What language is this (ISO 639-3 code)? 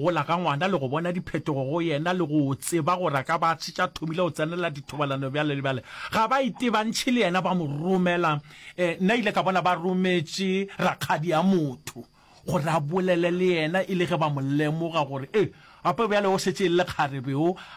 nso